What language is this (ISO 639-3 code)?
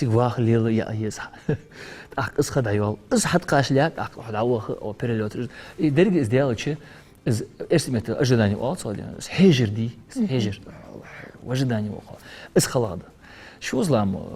inh